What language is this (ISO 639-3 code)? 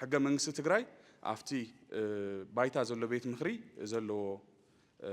tir